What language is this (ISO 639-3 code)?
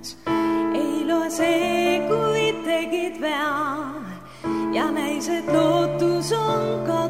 est